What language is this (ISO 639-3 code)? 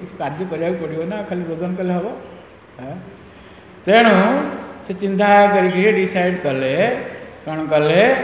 ori